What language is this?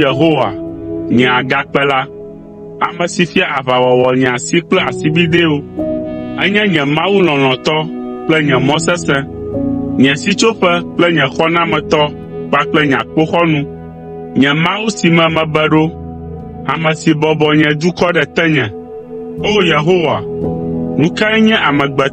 Ewe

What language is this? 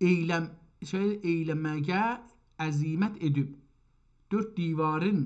South Azerbaijani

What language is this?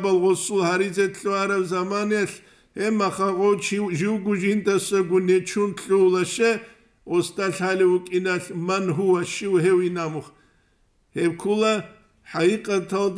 Avaric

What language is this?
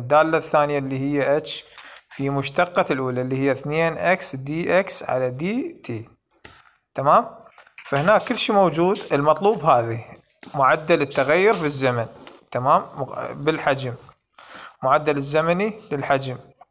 Arabic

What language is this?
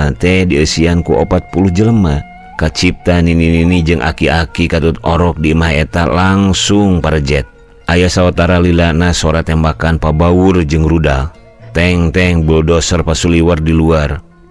Sundanese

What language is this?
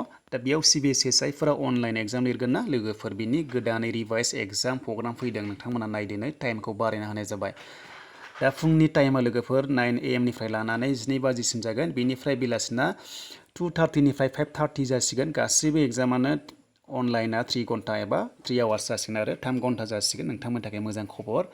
Bodo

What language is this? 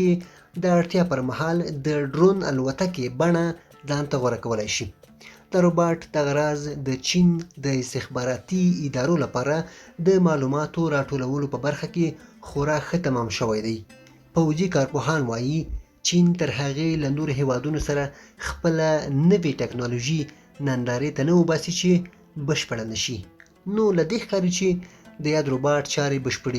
Pashto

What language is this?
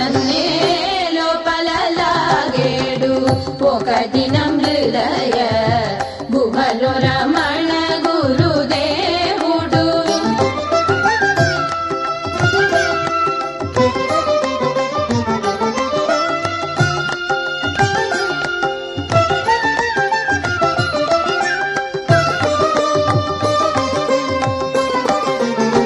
Telugu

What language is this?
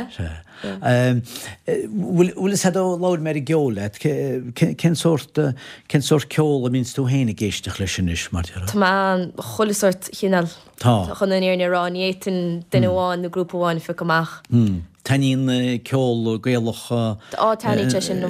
Irish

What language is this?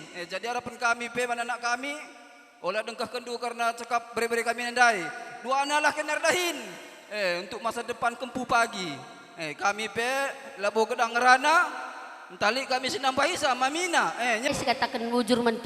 Batak Karo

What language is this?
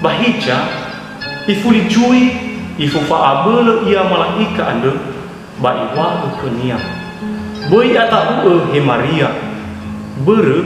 Nias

